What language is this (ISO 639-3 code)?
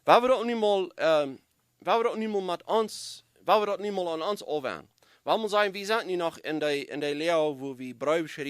pdt